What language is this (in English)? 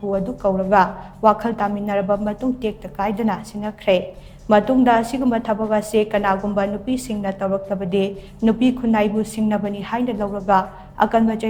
Manipuri